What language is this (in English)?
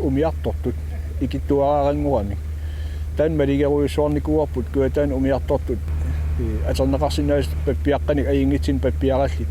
Kalaallisut